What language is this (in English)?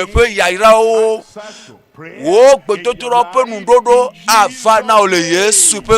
Ewe